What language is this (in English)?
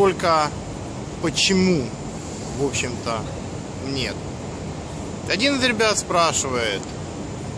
Russian